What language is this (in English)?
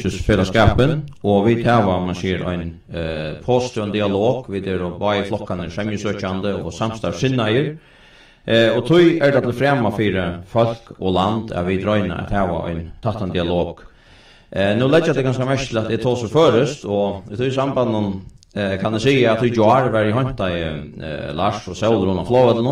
Faroese